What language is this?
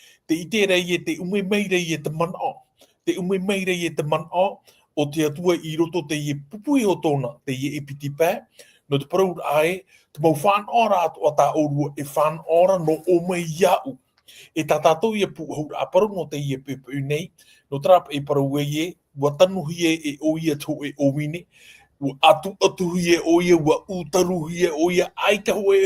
Tahitian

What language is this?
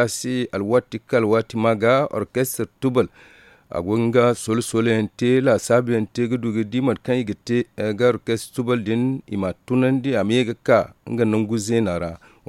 Zarma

